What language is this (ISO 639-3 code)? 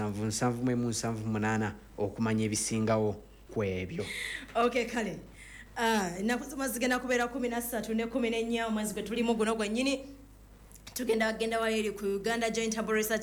lug